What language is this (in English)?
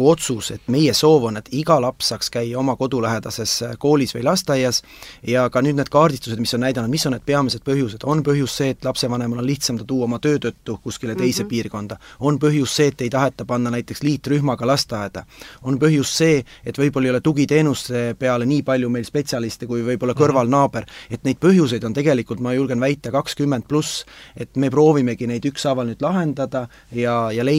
Estonian